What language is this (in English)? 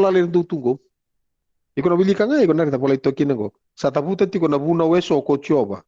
Fijian